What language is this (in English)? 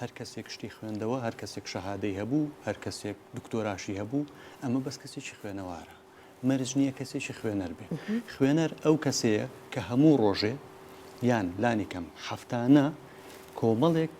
Central Kurdish